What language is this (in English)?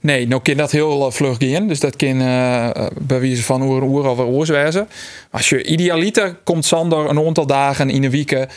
Western Frisian